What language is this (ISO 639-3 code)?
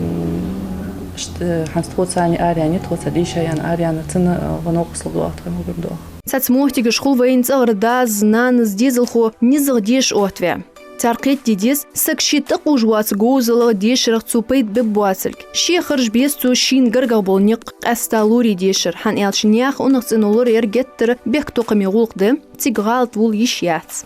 inh